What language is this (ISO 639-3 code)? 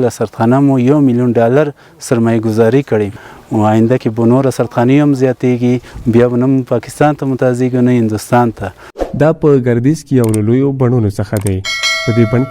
pus